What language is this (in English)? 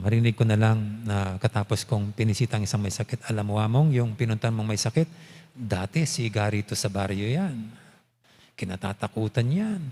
Pampanga